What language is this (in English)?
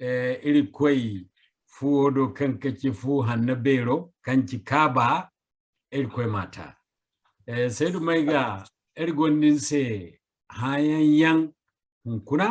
Zarma